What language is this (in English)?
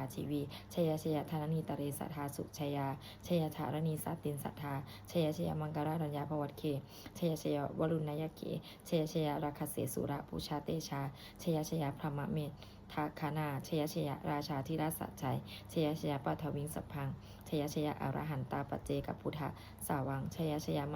Pali